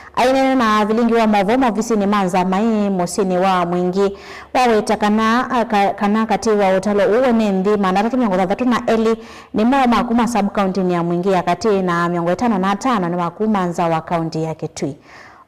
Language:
Kamba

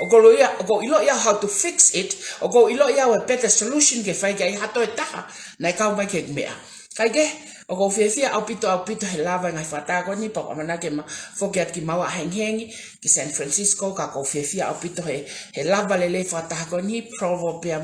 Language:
Tongan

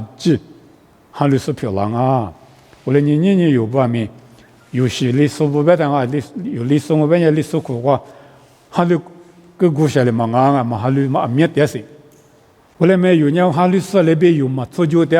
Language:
Lisu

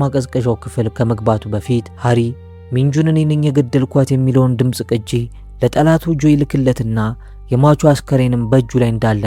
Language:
Amharic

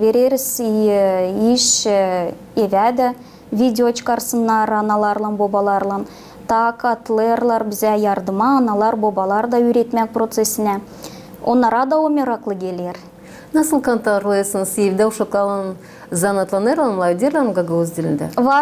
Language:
Gagauz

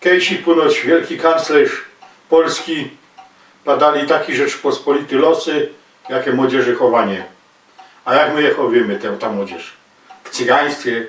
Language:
Silesian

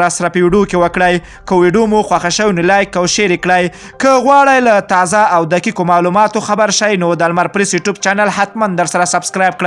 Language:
Pashto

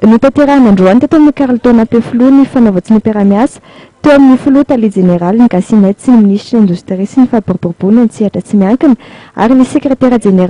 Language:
Malagasy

